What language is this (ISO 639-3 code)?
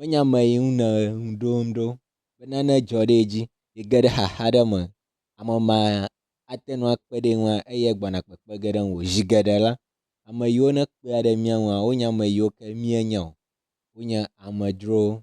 ewe